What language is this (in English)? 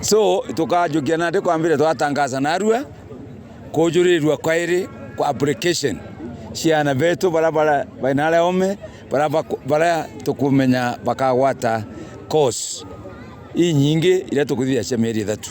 Meru